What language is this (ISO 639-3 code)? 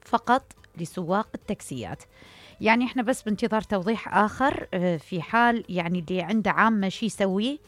acm